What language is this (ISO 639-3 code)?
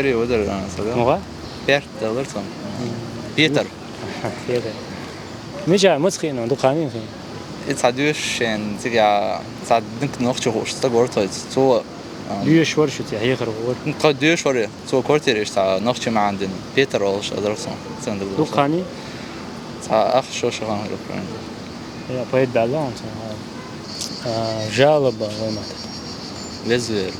che